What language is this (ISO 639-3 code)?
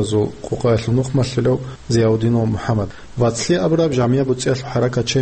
ava